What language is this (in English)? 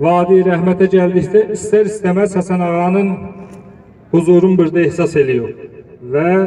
South Azerbaijani